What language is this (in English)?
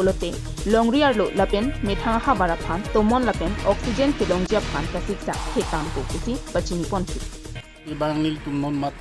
Karbi